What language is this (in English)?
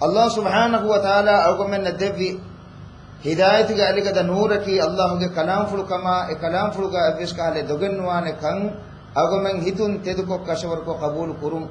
Divehi